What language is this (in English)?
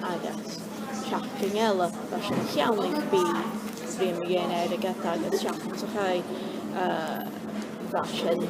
Scottish Gaelic